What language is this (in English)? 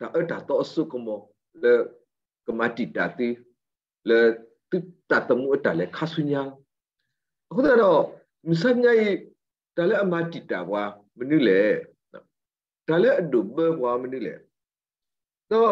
S'gaw Karen